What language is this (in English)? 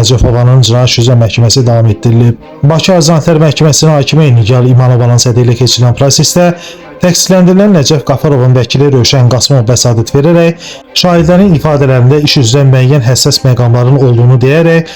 Azerbaijani